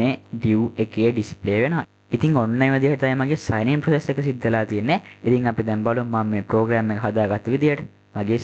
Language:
Sinhala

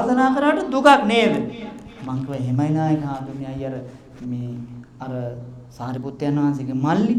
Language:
Sinhala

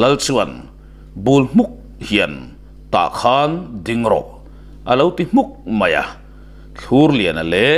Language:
Mizo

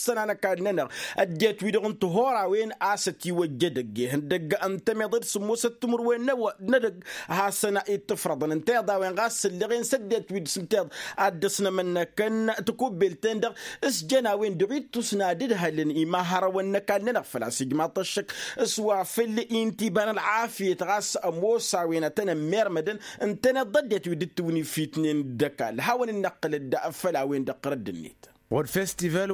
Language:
Tamasheq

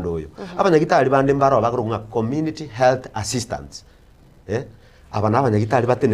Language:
Gusii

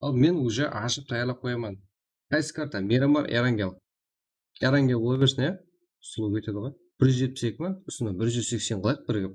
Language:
Kara-Kalpak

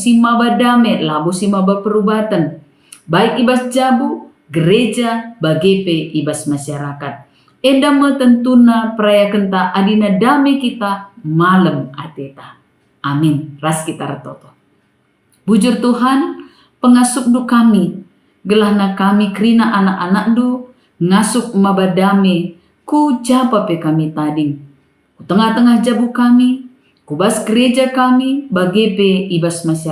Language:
Batak Karo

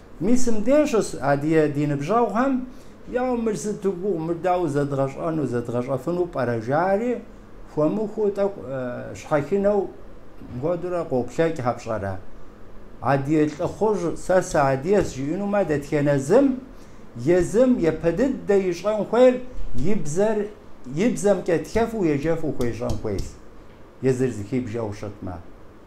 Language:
Kabardian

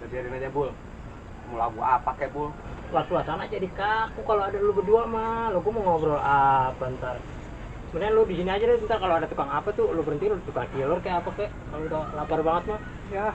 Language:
Betawi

